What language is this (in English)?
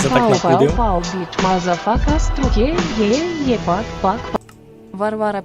Rusyn